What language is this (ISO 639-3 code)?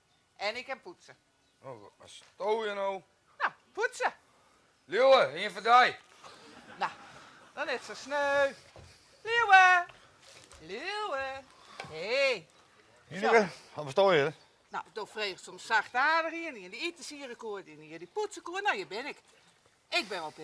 fry